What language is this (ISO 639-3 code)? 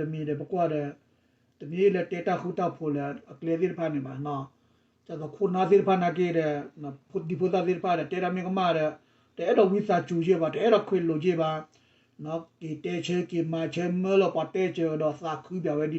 ksw